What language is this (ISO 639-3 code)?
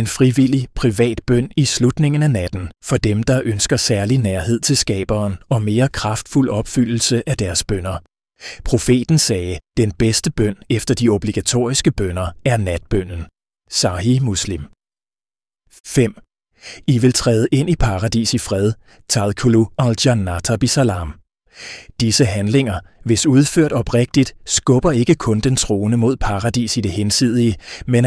dan